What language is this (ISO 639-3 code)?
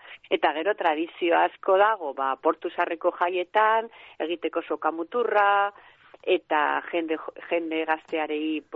eus